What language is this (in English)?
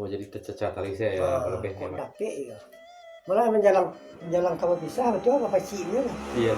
Minangkabau